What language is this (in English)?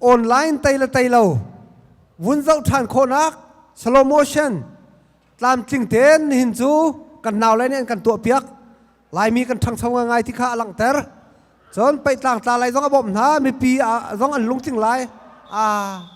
Hakha Chin